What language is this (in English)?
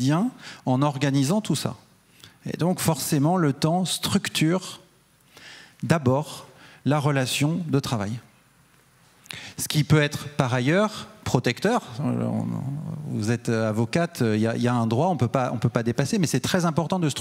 French